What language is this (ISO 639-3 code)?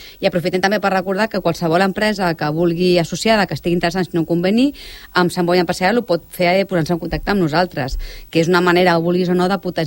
cat